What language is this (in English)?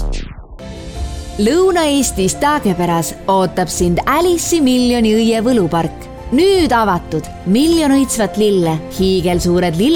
Estonian